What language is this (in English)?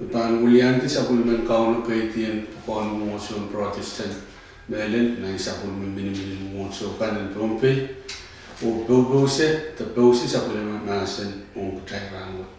Pohnpeian